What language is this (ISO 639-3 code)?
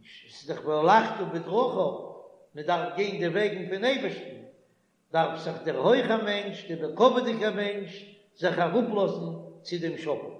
yid